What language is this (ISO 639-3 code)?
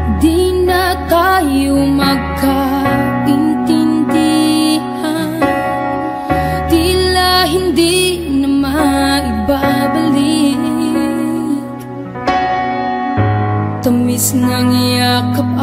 fil